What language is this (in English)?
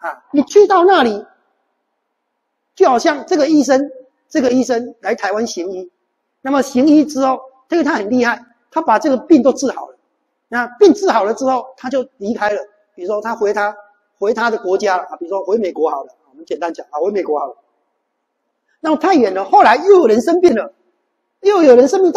Chinese